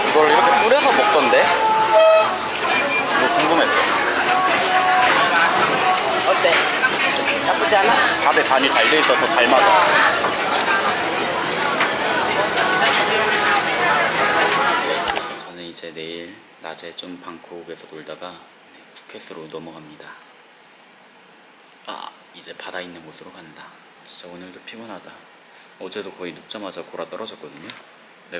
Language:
Korean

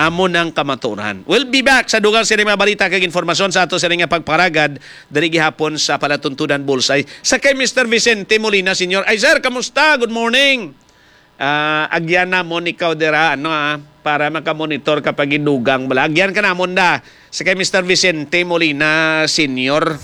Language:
Hiligaynon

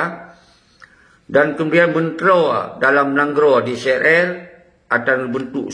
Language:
Achinese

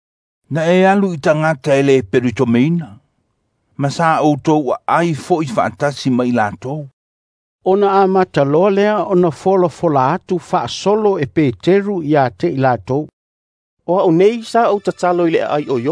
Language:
Samoan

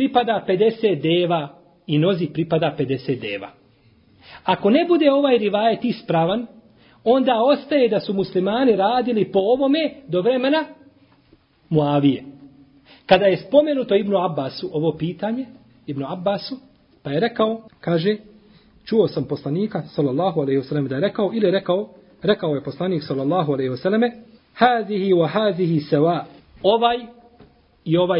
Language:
Bosnian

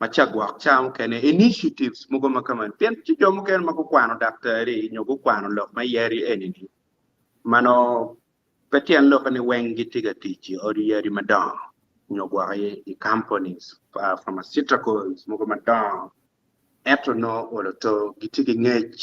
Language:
Acoli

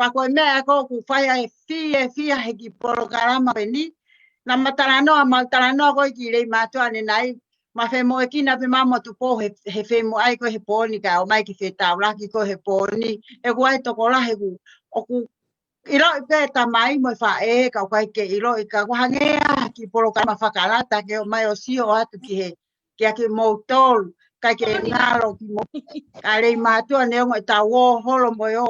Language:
Tongan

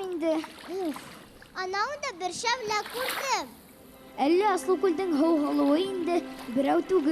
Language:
Bashkir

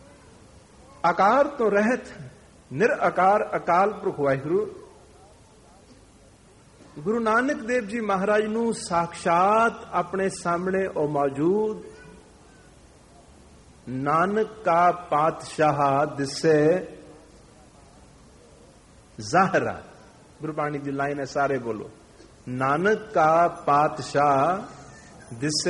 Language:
Punjabi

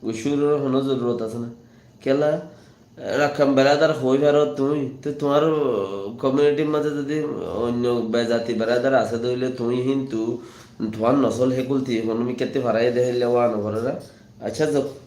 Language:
Rohingya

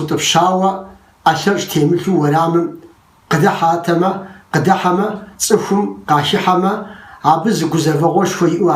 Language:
Kabardian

